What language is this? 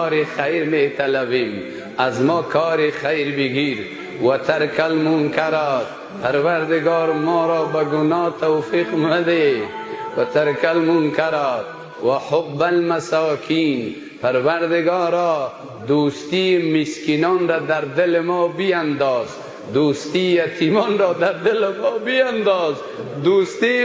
Persian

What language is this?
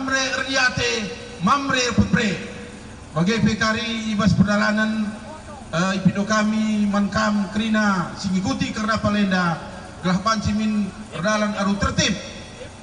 Batak Karo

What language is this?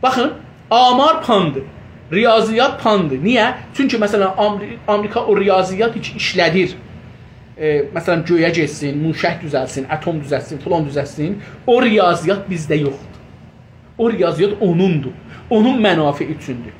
South Azerbaijani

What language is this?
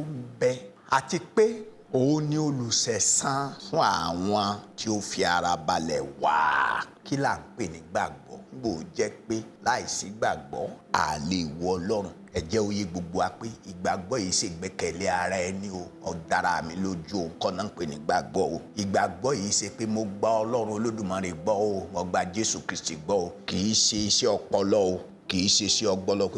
Yoruba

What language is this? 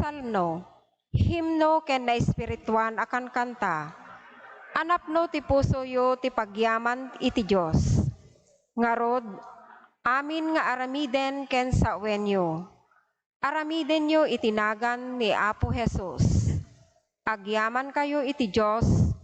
Iloko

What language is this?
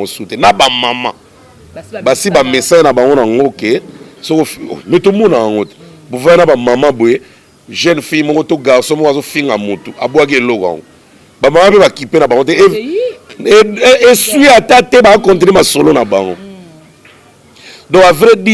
Lingala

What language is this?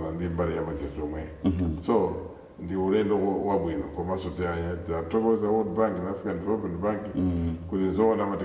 Nyanja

